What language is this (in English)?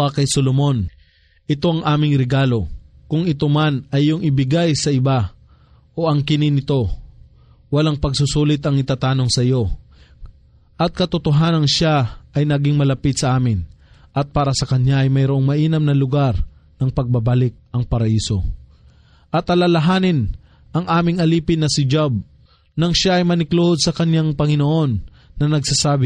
Filipino